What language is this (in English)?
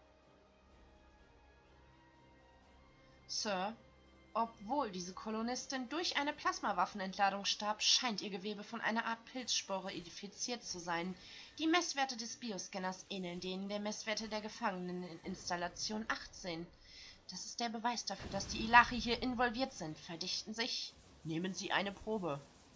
German